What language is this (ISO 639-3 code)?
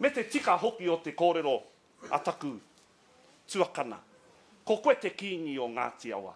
mri